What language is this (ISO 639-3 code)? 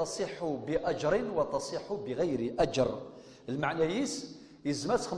kab